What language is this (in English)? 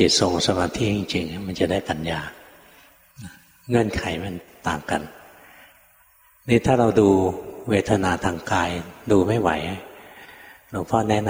Thai